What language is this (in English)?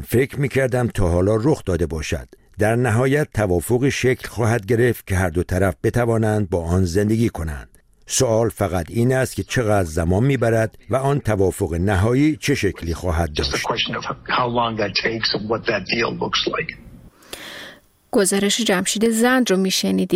Persian